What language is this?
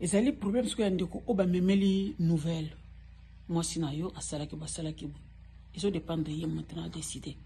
Lingala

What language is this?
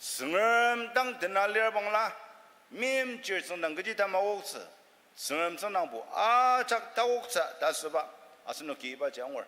Ao Naga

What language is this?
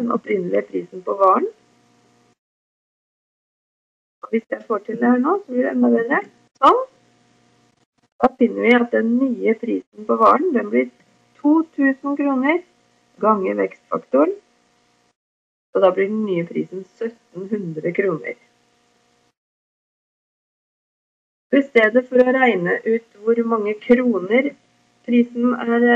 Norwegian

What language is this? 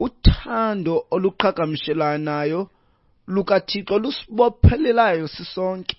Xhosa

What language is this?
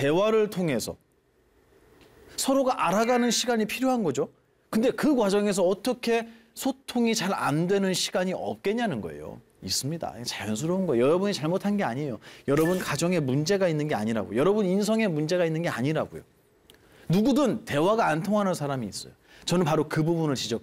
Korean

